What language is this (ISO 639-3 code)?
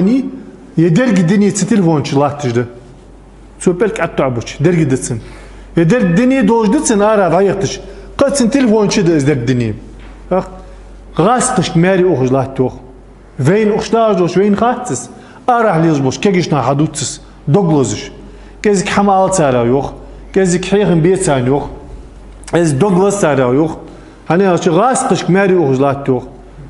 inh